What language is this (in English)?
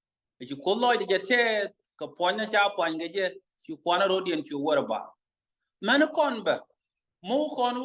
Nuer